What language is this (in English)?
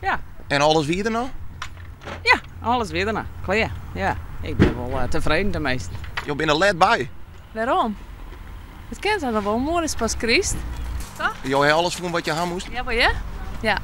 Western Frisian